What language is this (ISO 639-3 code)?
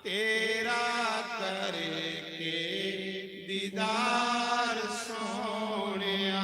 doi